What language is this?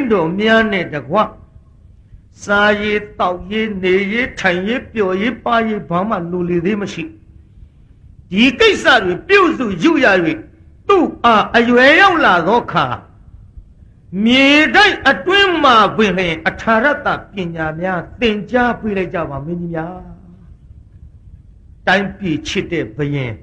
Burmese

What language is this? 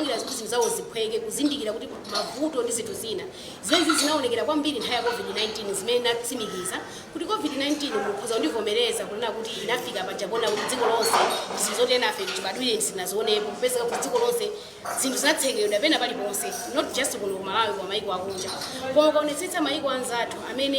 Nyanja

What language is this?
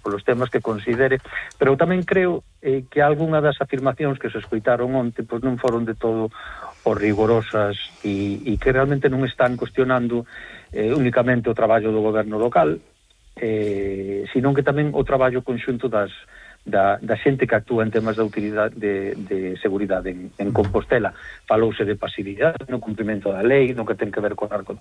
Galician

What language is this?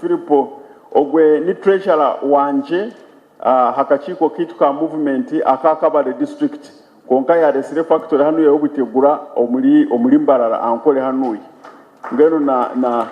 Nyankole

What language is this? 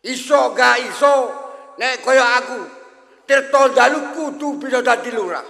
Javanese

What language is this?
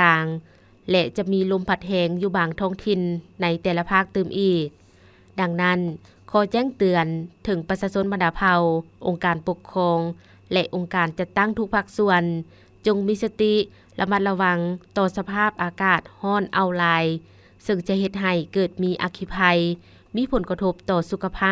Lao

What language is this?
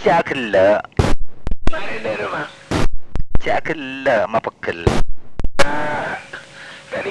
Madurese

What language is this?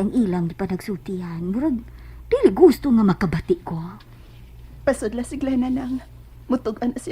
Cebuano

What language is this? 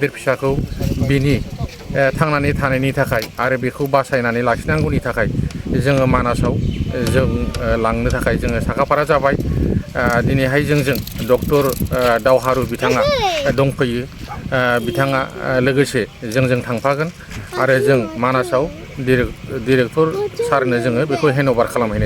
Bodo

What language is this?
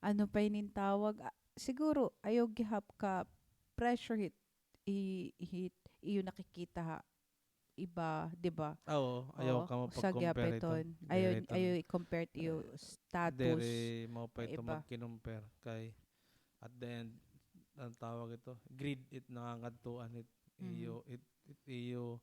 Waray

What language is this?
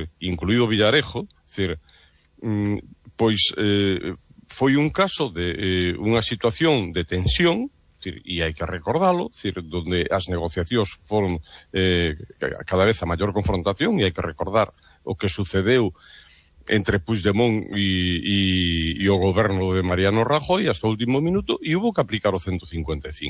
Galician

